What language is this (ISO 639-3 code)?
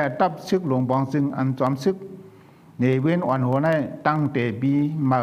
shn